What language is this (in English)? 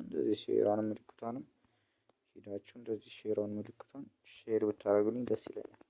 Amharic